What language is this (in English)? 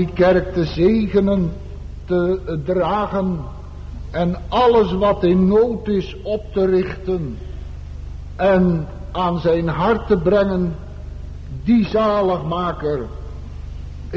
Dutch